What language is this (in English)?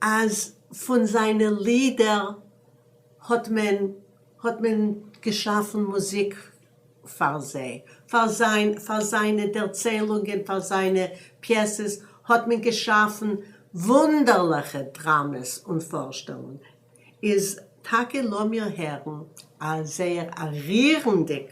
Yiddish